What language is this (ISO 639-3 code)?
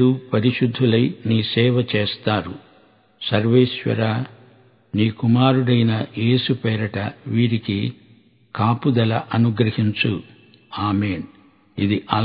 tel